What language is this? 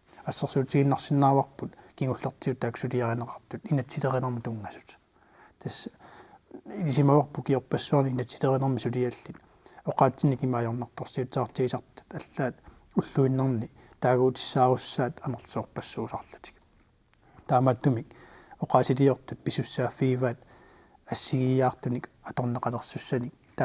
Kalaallisut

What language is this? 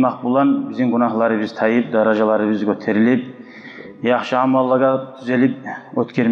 Kumyk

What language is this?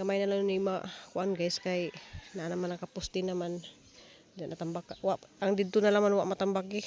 Cebuano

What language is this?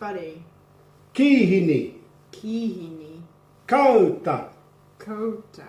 Māori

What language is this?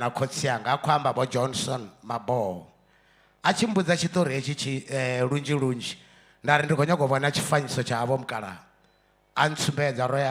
Venda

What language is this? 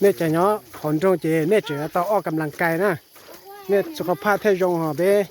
Hmong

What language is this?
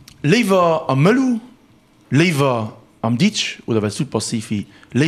Luxembourgish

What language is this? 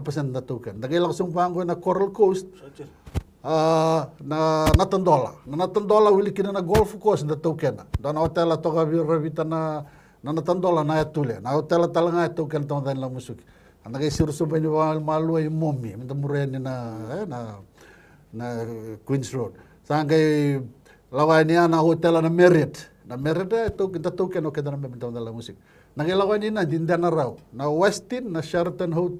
Fijian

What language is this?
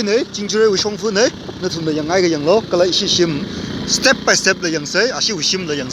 Tangkhul Naga (India)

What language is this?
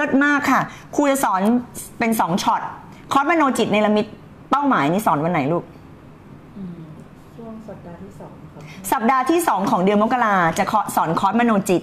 Thai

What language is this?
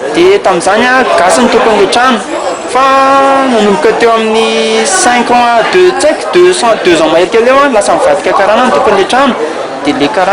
Malagasy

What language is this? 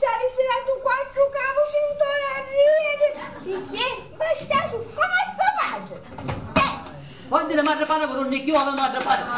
Sicilian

